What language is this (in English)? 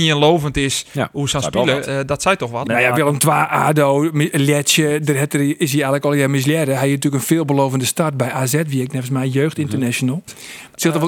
Western Frisian